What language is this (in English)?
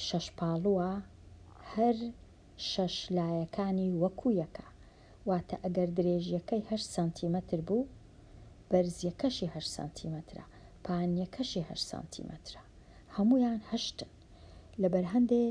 Central Kurdish